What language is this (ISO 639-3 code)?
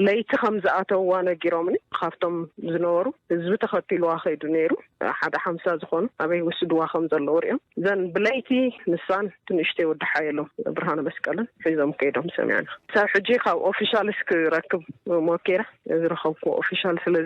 tir